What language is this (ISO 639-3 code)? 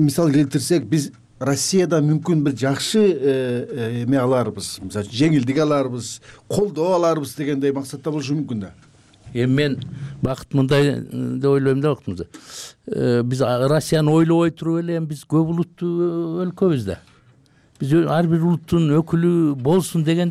kir